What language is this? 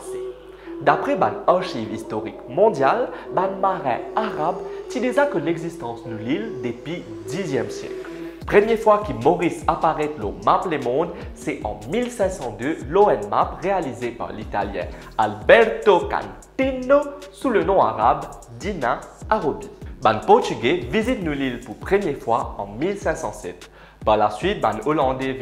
Morisyen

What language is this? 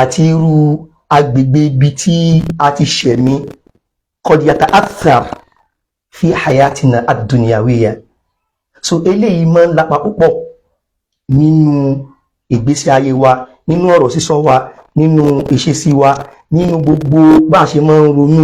Yoruba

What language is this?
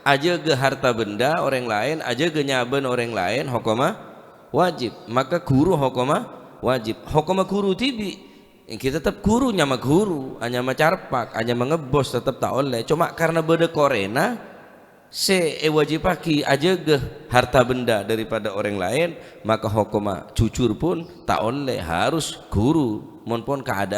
Madurese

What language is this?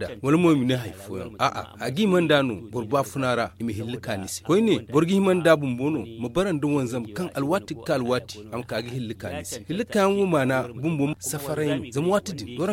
Zarma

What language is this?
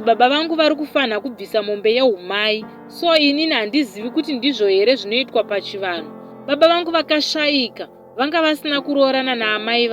Shona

